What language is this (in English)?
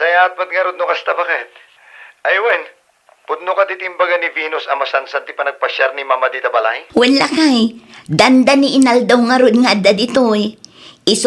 Iloko